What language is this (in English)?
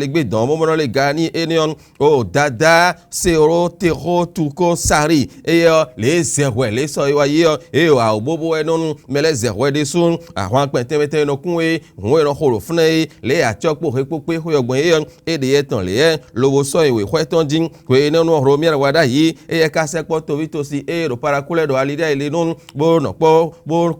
Fon